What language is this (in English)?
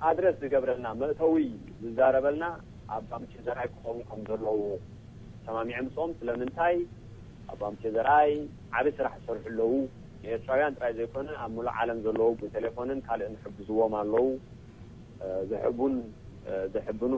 Tigrinya